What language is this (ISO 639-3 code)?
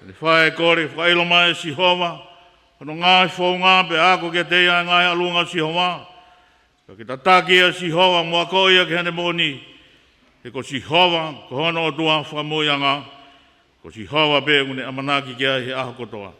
ton